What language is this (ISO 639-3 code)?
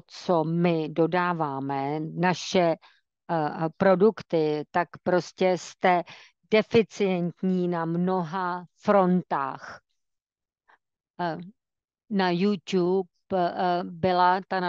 ces